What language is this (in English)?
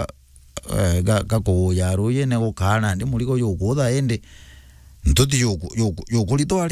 Meru